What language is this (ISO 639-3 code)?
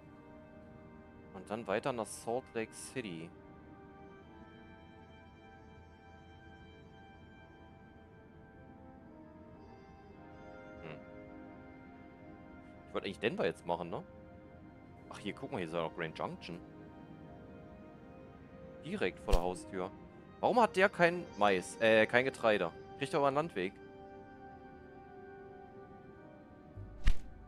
deu